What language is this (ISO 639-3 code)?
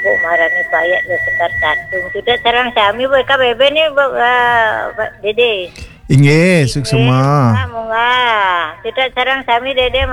ban